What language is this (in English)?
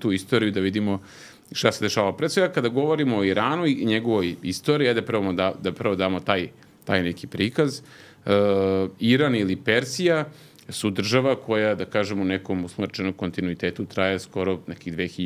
Serbian